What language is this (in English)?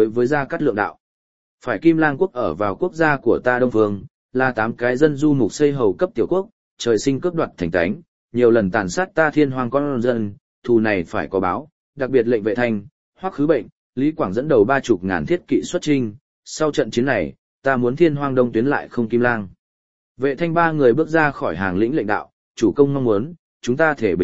Vietnamese